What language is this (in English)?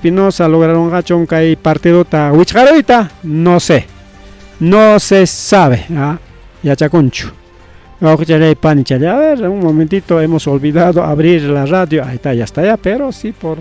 Ayacucho Quechua